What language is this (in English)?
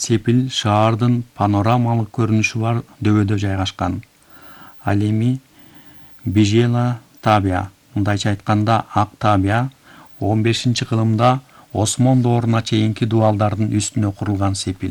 Kyrgyz